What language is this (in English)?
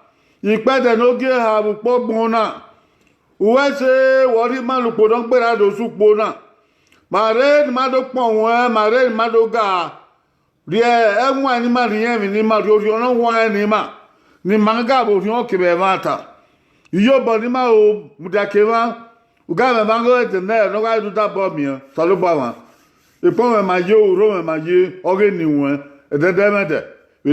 Bini